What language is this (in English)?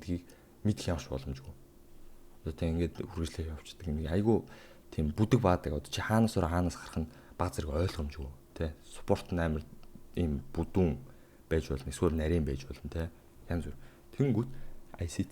Mongolian